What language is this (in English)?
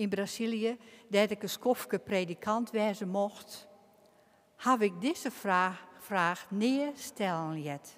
Western Frisian